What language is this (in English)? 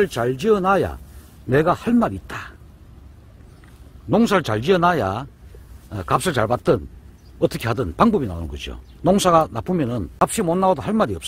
Korean